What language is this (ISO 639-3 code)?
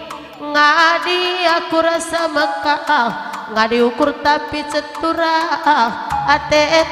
btx